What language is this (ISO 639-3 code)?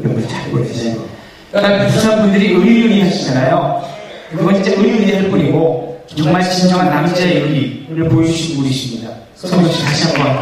kor